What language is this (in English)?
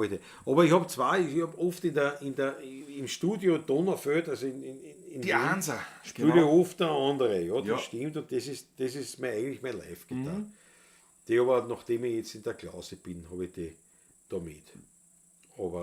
Bavarian